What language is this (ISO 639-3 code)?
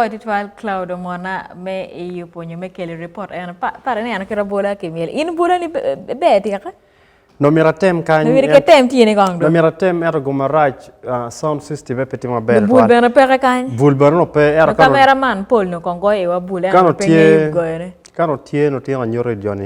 ach